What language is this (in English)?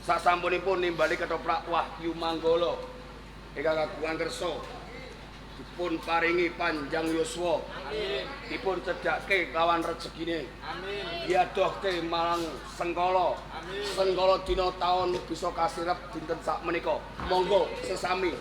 Javanese